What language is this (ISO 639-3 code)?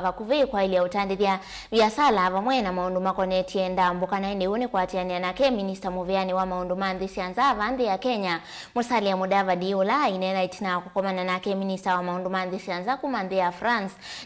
kam